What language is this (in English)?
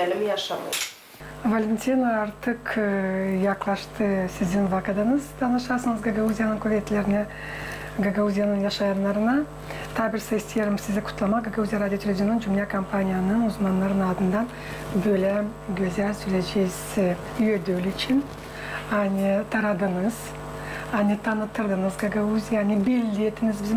Gagauz